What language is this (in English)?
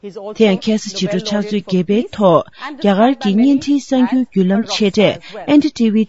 Tibetan